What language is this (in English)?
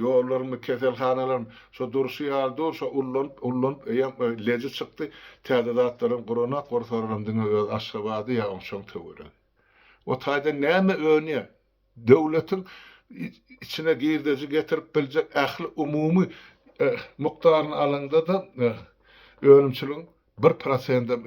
Turkmen